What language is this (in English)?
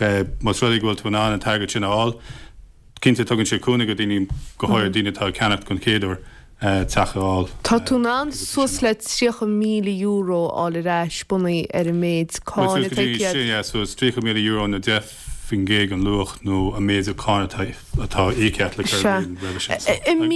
Irish